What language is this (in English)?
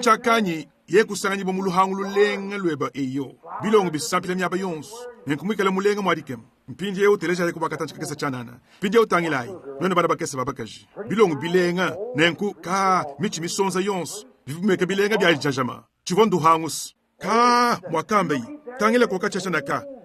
Luba-Lulua